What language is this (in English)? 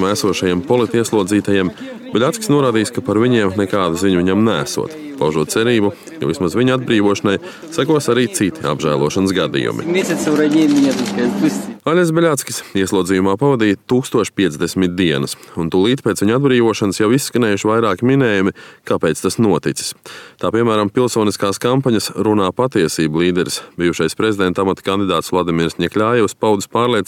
Latvian